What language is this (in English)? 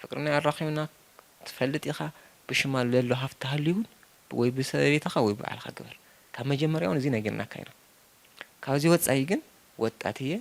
Tigrinya